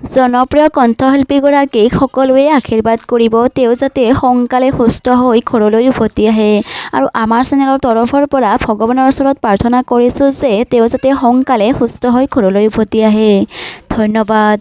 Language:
Assamese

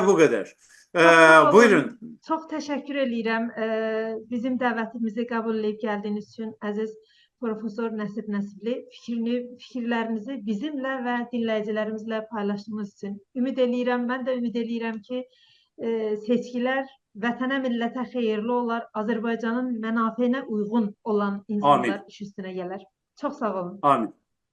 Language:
South Azerbaijani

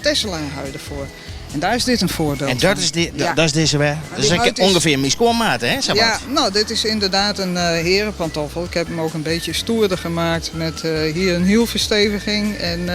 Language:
Western Frisian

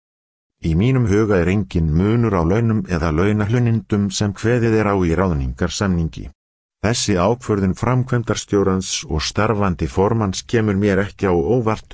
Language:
Icelandic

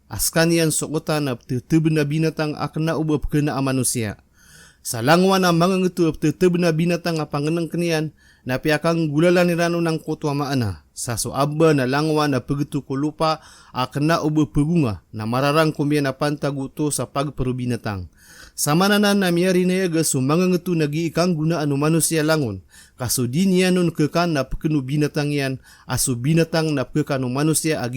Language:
Maranao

